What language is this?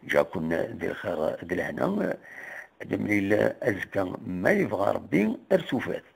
Kabyle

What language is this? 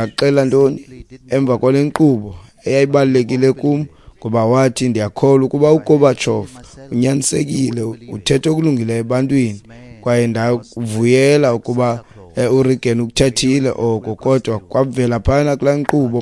Xhosa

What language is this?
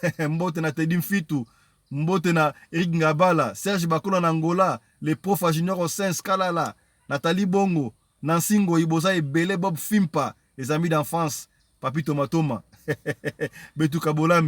Lingala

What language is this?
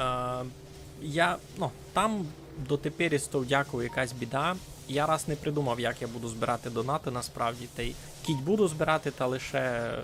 Rusyn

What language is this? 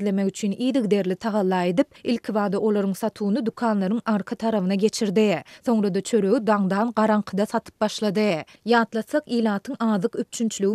Turkmen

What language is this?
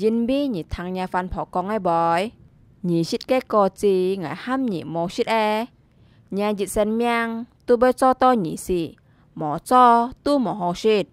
Hakka Chinese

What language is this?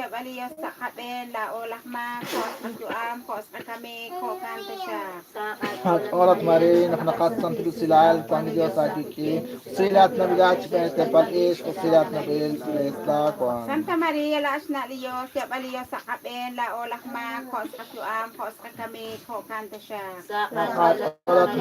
Kekchí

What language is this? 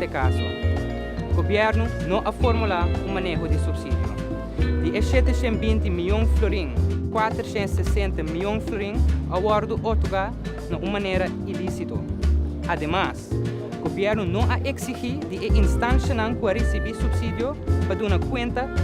Papiamento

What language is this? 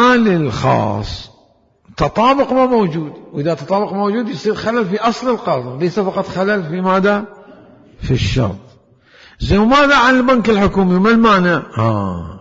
Mesopotamian Arabic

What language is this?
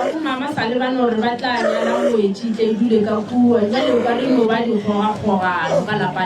Northern Sotho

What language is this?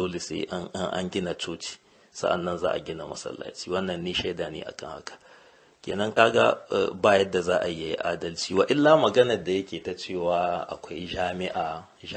Hausa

